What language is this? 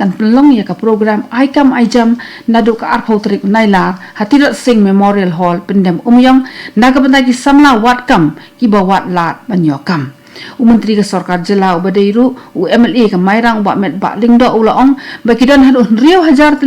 Khasi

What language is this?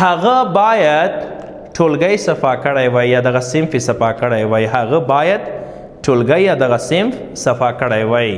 Pashto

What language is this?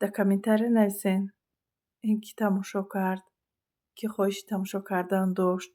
Tajik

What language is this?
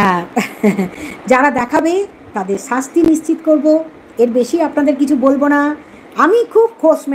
Bangla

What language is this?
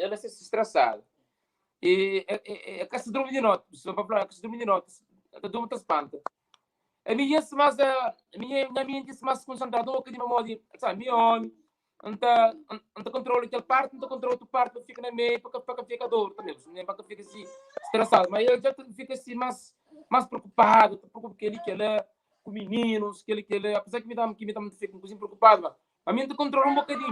Kabuverdianu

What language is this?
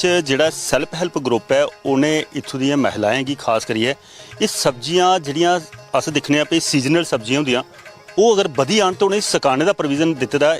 Dogri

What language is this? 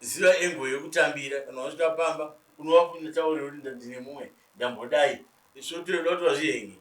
Shona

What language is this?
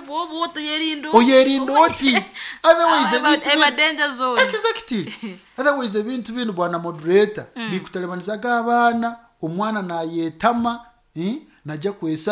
Nyoro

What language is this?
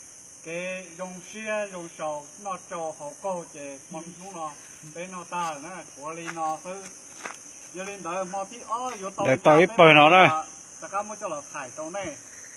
Hmong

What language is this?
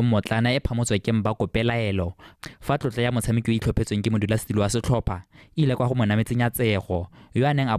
Tswana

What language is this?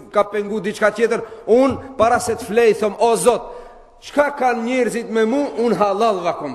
Albanian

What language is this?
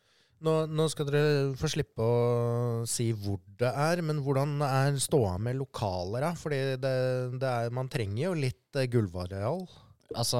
Norwegian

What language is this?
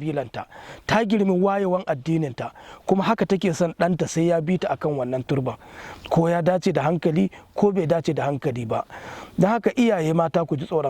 Hausa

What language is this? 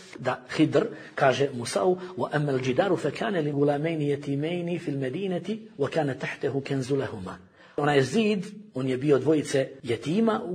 Bosnian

